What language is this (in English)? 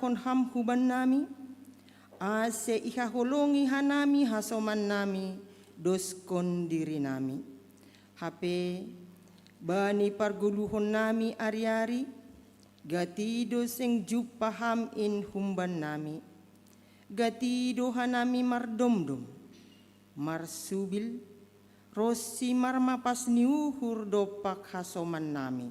Batak Simalungun